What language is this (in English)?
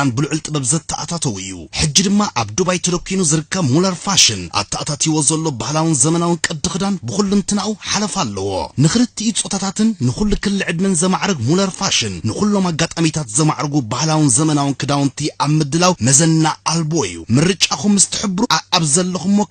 Tigrinya